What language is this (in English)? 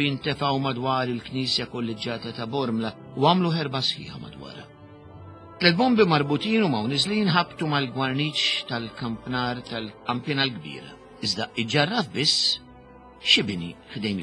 Maltese